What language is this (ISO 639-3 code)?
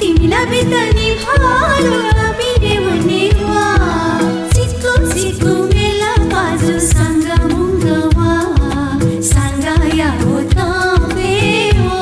new